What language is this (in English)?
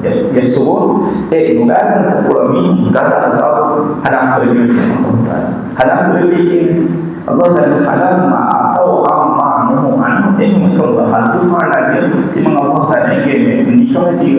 Divehi